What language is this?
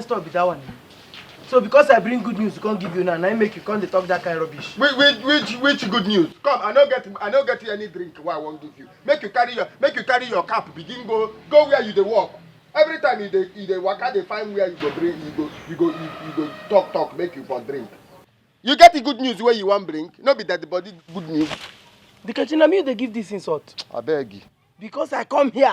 Nigerian Pidgin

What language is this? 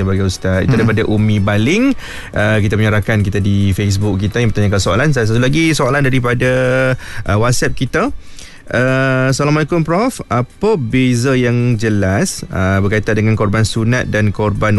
Malay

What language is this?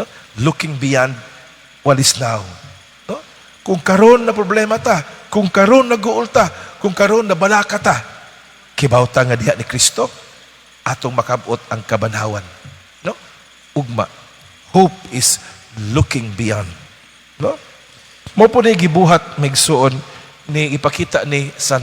Cebuano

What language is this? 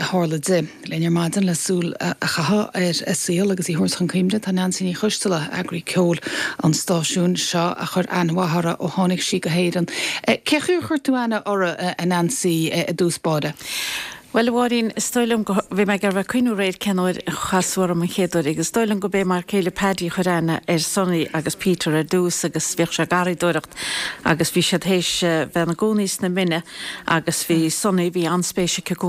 Irish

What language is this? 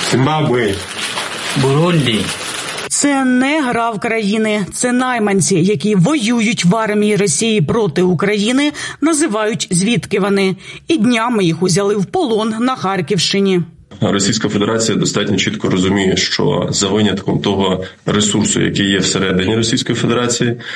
Ukrainian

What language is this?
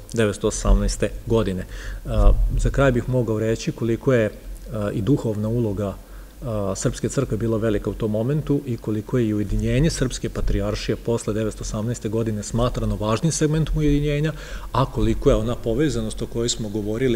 Serbian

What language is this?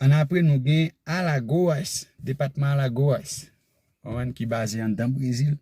Haitian Creole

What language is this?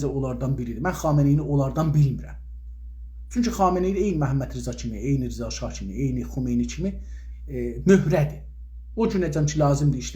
South Azerbaijani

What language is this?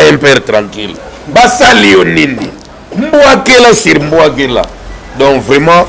Lingala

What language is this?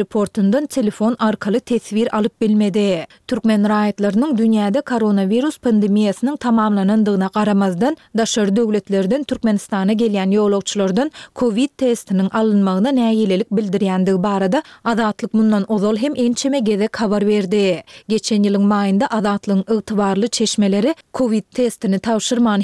Turkmen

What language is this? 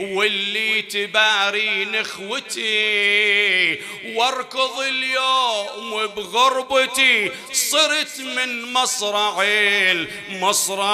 Mesopotamian Arabic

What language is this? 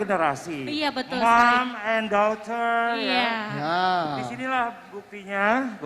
Banjar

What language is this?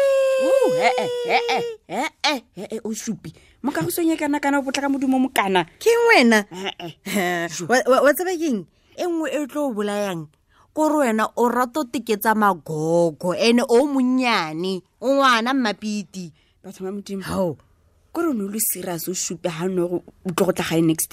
Tswana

